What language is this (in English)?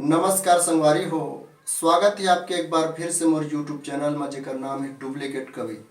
Chhattisgarhi